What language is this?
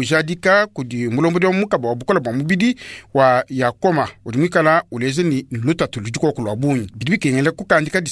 Luba-Lulua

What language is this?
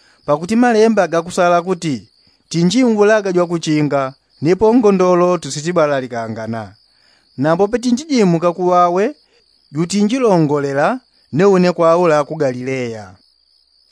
Yao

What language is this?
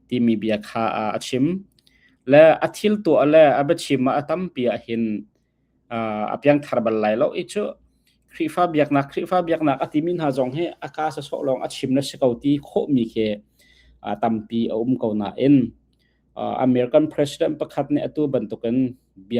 Hakha Chin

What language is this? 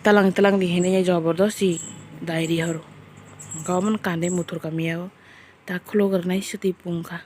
Kok Borok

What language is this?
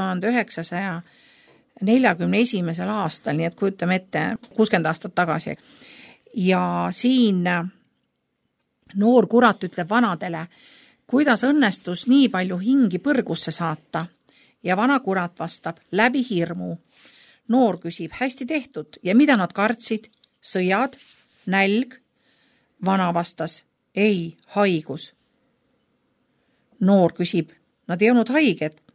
Estonian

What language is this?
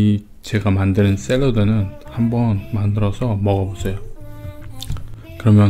Korean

